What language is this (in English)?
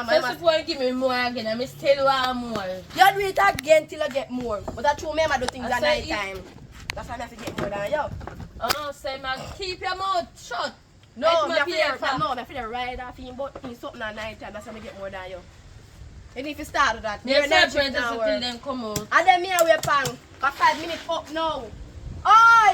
Jamaican Creole English